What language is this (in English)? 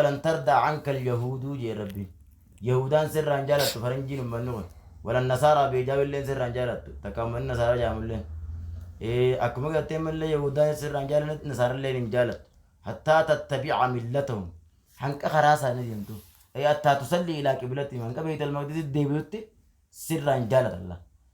Oromo